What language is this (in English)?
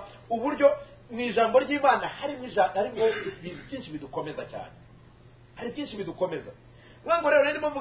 Kinyarwanda